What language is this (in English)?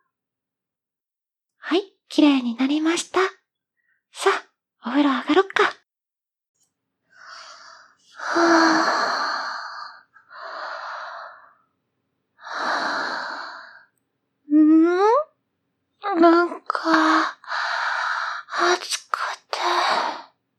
Japanese